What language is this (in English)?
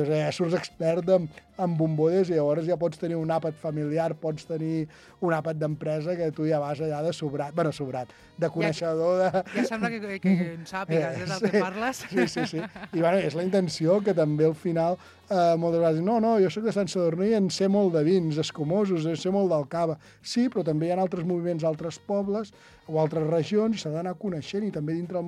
Catalan